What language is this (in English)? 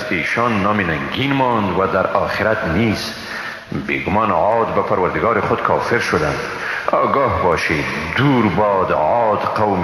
Persian